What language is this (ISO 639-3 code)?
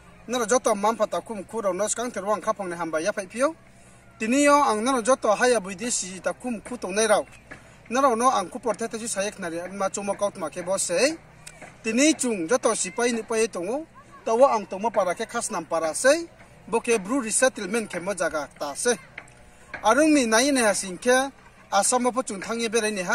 ria